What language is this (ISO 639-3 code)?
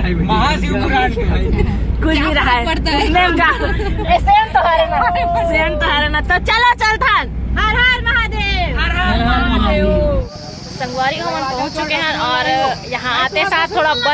hne